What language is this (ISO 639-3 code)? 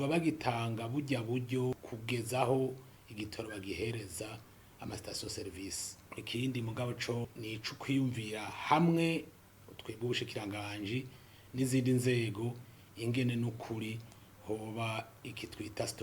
run